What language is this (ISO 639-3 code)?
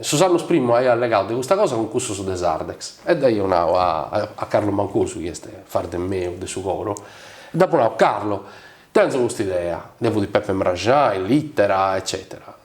srd